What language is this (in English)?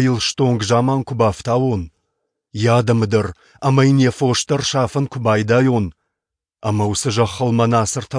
Ossetic